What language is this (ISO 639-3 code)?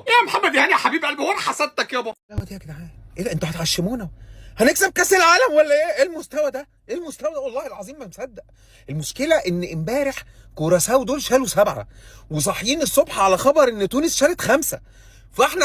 arz